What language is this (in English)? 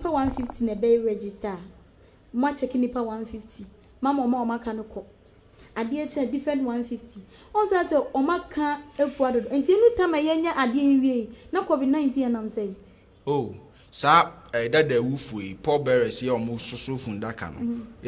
Akan